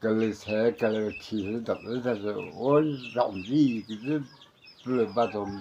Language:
Chokri Naga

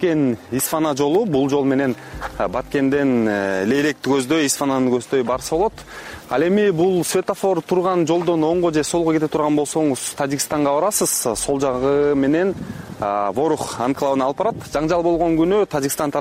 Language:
Kyrgyz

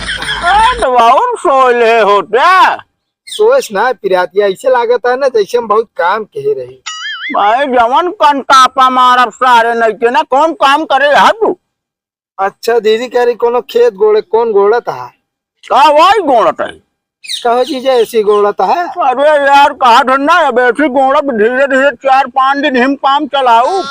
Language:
Awadhi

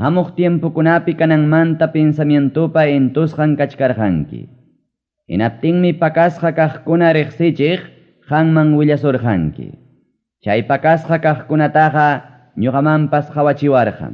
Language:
Ayacucho Quechua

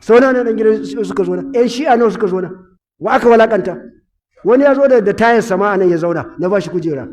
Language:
Hausa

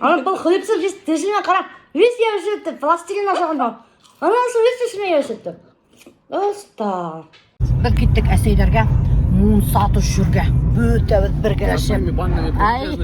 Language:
Bashkir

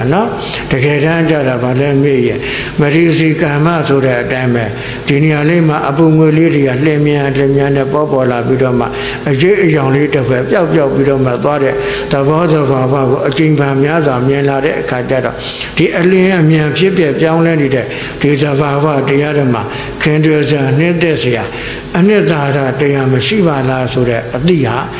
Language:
Burmese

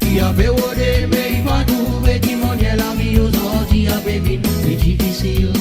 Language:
Seselwa Creole French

